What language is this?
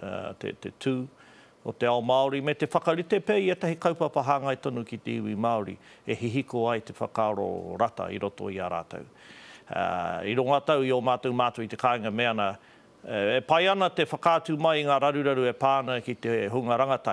Māori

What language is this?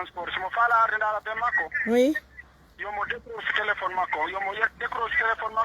Pular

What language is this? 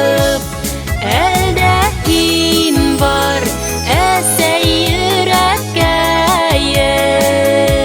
Bashkir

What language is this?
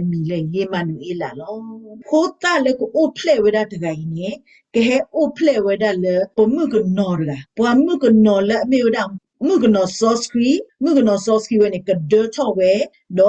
S'gaw Karen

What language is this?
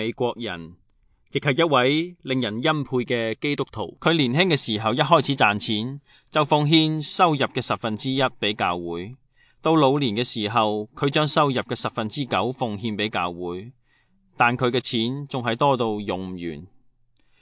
Cantonese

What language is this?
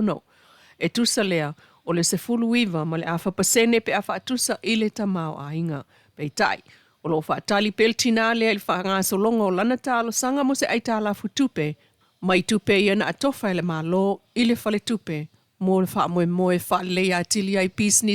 Samoan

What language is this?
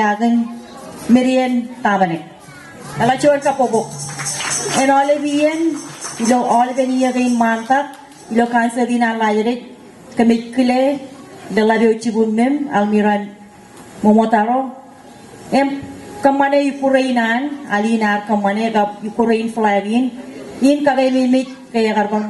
Marshallese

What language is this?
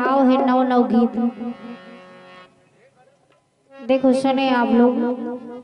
Bundeli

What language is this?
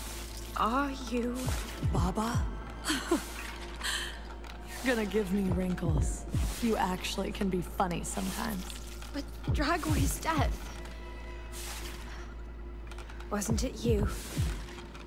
Polish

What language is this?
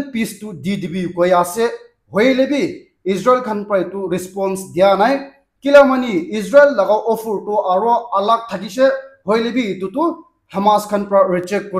Naga Pidgin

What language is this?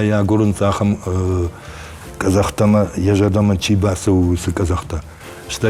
Ossetic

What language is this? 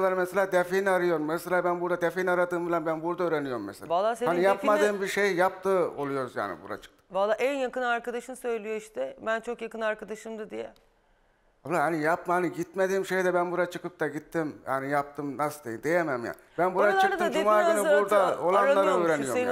Turkish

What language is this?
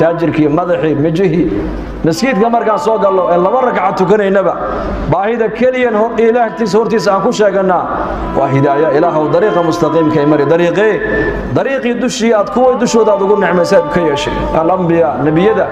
Somali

